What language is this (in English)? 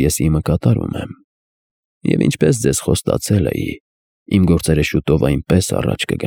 Armenian